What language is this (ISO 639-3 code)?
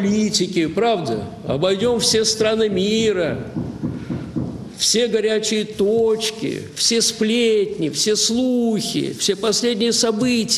rus